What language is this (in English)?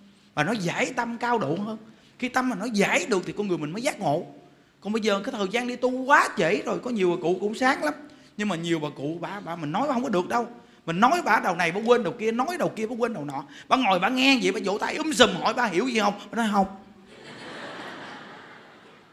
Vietnamese